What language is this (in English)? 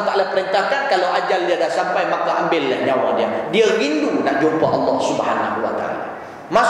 Malay